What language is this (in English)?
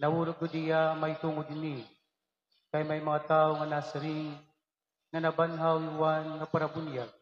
Waray